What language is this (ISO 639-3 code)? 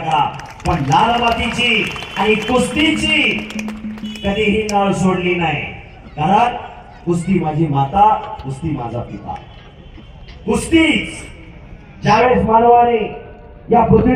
mar